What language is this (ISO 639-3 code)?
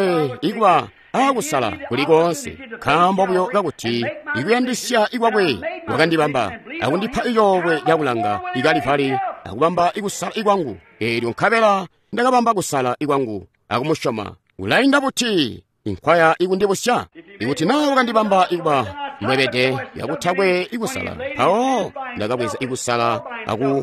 toi